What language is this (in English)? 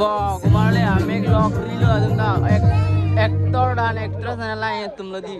Karbi